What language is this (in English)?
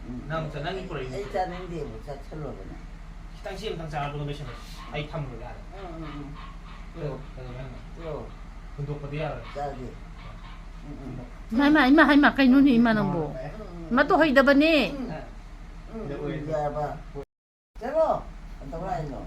Manipuri